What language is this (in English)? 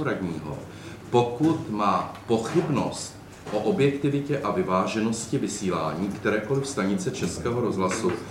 Czech